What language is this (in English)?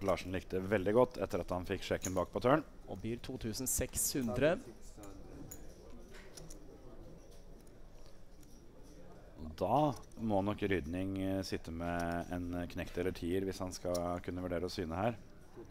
Norwegian